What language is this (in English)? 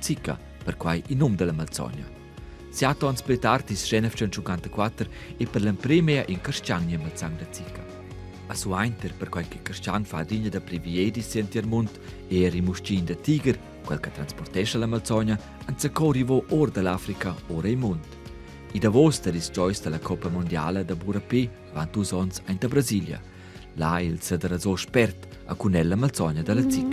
Romansh